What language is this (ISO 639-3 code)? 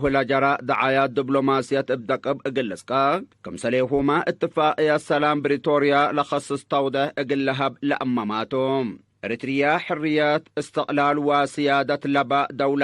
tig